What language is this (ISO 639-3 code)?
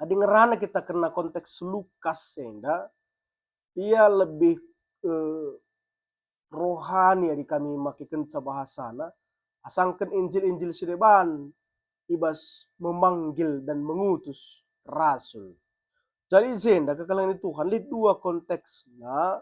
btx